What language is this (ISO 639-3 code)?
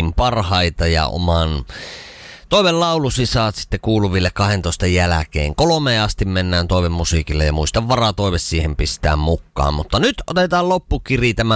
fin